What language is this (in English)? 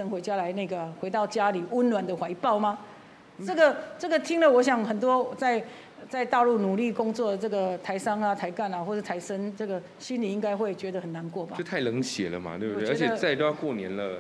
Chinese